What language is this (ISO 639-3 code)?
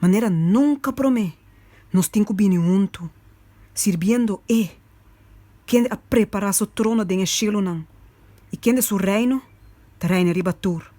pap